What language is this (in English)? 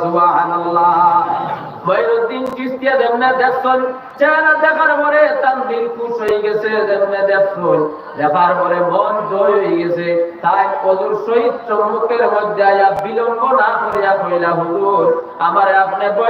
Sylheti